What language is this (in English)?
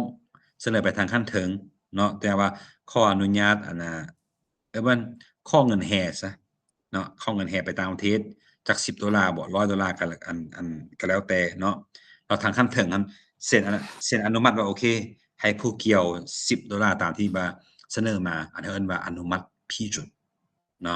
Lao